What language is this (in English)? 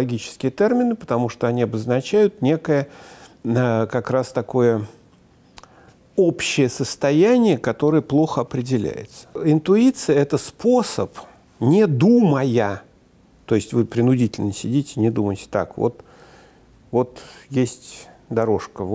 Russian